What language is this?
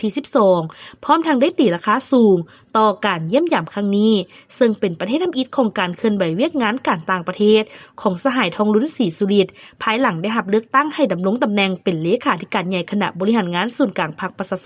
Lao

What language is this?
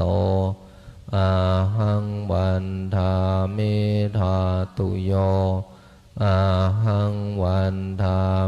Pali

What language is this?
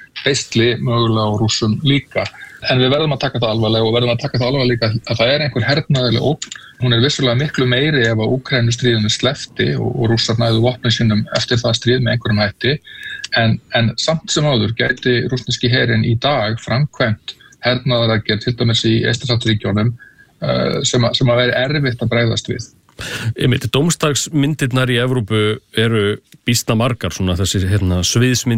Icelandic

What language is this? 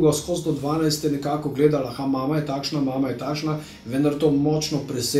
Slovenian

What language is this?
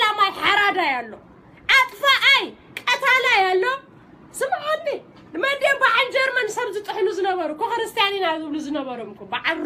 Tigrinya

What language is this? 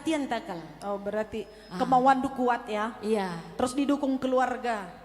Batak Karo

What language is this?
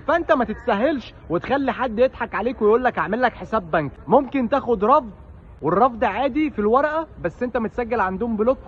Egyptian Arabic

